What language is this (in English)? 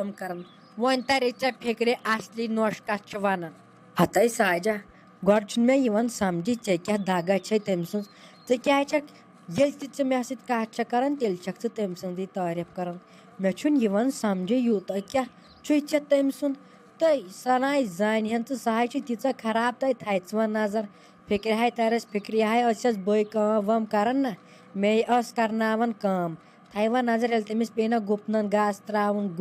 Kashmiri